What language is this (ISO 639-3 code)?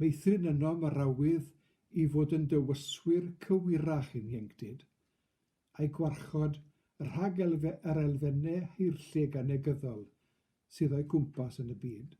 cym